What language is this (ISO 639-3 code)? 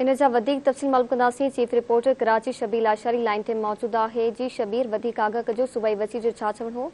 snd